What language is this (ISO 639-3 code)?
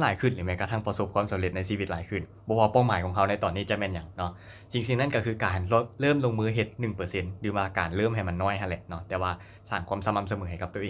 lao